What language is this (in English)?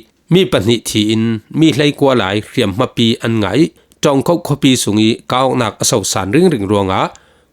Falam Chin